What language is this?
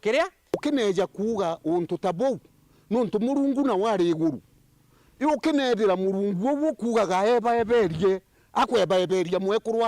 Meru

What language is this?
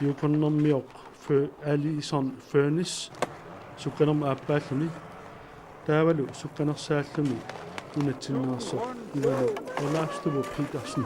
Kalaallisut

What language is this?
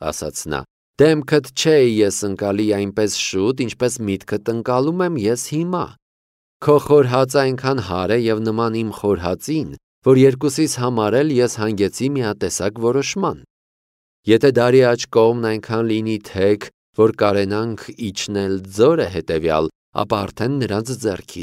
Armenian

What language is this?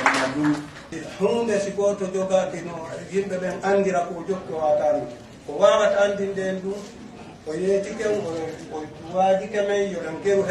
Fula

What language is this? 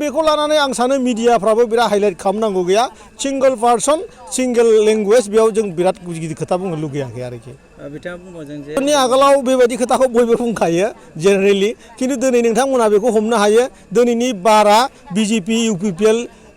Bodo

